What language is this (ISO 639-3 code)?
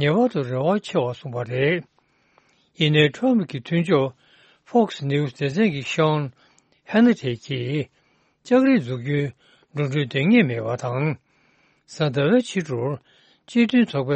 bod